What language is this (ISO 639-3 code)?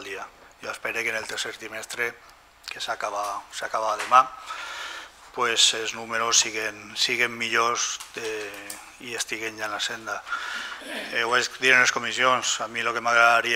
cat